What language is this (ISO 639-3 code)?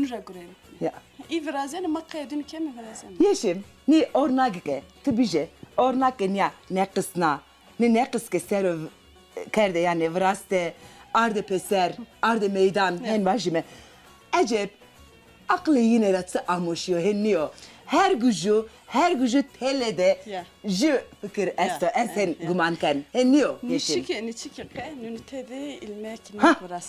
zza